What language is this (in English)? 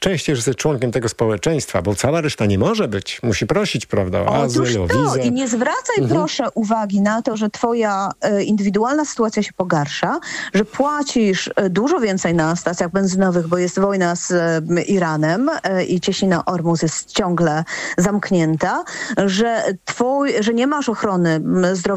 Polish